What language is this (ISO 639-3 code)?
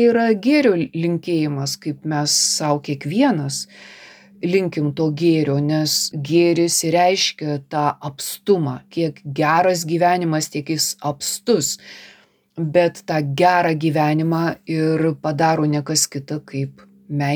lit